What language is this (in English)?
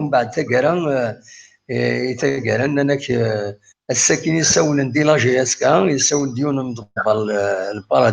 Kabyle